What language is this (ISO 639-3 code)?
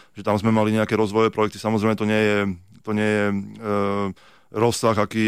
slk